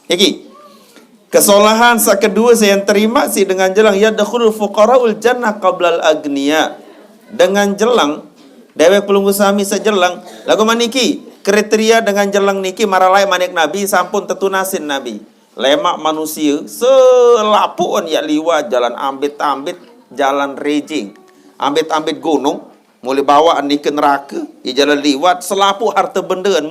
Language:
Sasak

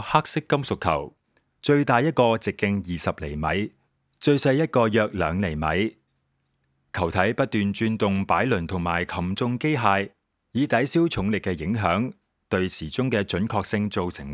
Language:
Cantonese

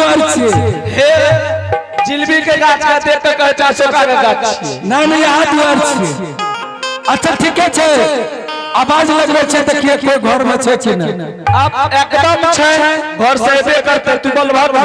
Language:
Angika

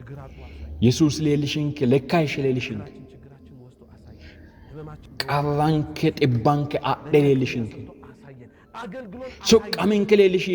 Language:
Sidamo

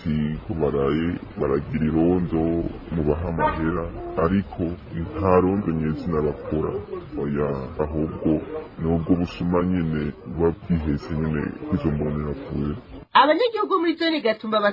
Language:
Rundi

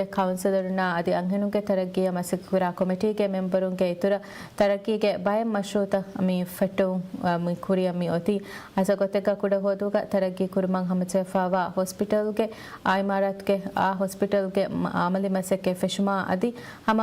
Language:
Divehi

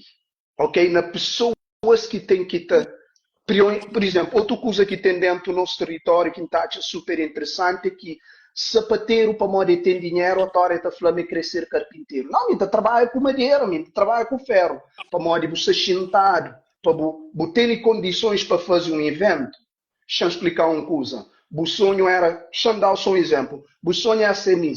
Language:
Kabuverdianu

